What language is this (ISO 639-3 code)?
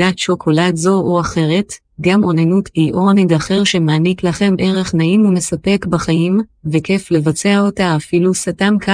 heb